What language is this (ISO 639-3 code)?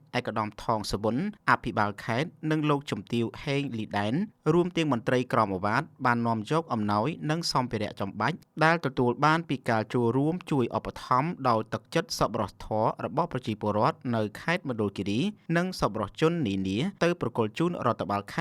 khm